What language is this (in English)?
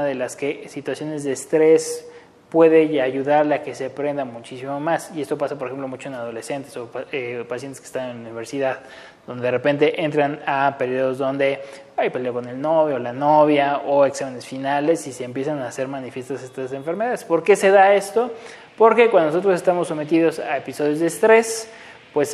Spanish